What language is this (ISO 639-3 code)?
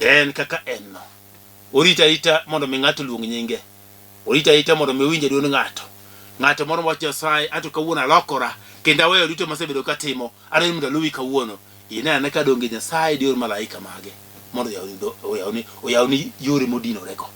luo